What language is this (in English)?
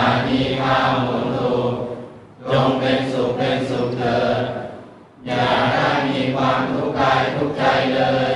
Pali